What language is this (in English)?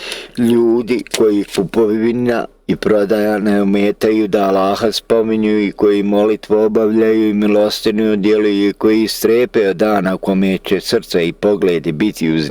Bosnian